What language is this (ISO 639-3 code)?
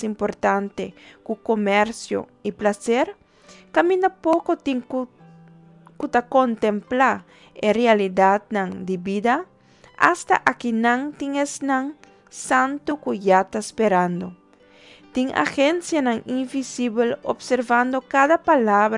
pap